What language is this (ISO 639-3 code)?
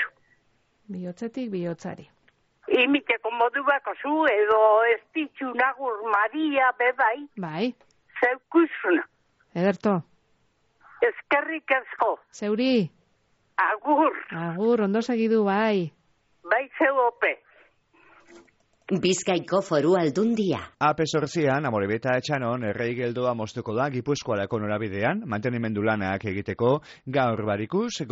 eus